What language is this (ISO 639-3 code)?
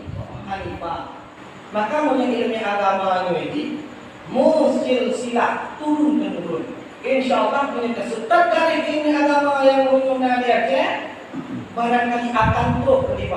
ace